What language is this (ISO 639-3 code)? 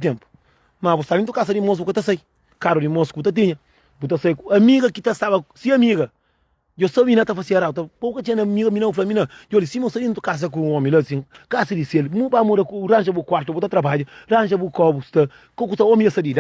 kea